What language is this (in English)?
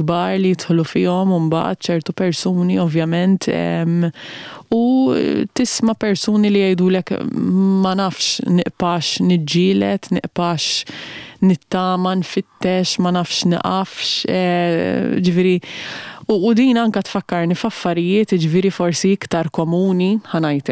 Maltese